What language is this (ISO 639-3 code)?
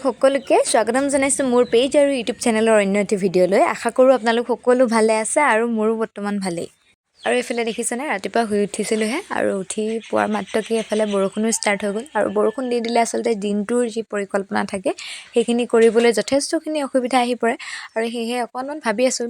asm